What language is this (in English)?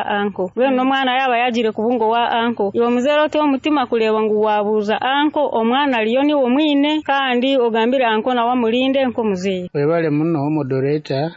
Nyoro